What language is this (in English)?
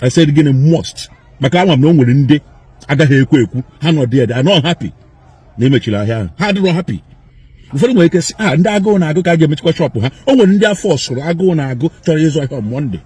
Igbo